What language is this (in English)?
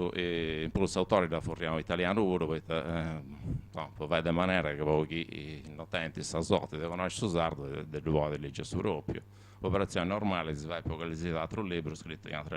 Sardinian